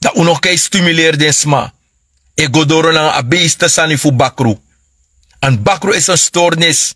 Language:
Sranan Tongo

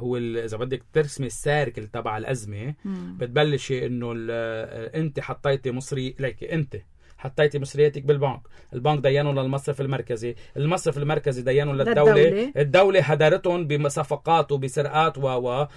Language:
North Levantine Arabic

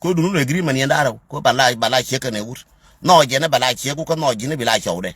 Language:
Nuer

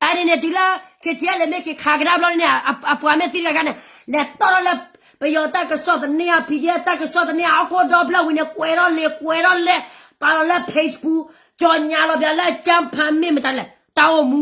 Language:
S'gaw Karen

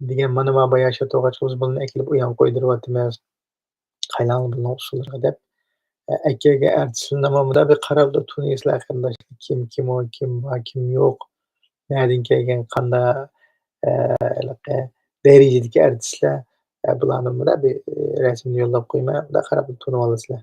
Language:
Uyghur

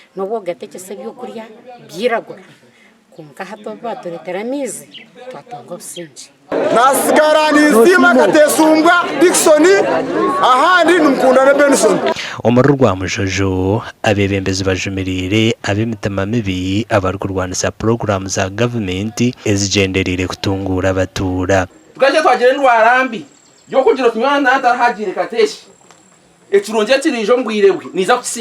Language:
Nyankole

